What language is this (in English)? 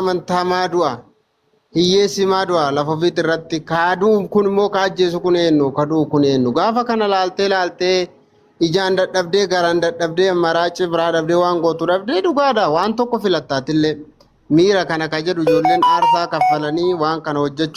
Oromo